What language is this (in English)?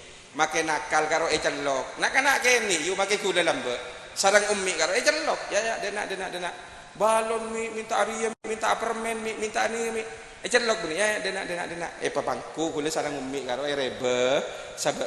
Madurese